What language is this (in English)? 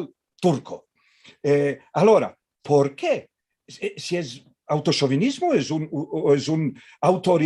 Ladino